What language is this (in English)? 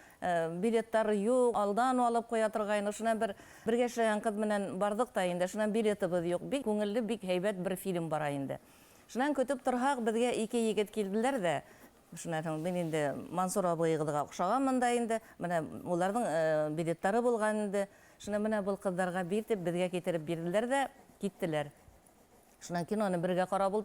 Bashkir